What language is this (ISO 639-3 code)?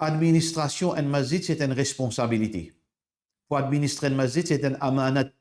mfe